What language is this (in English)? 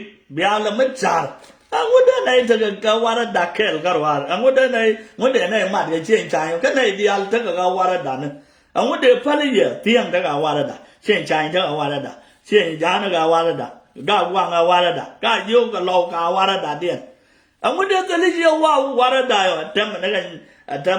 Nuer